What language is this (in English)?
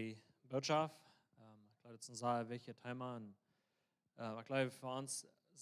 Plautdietsch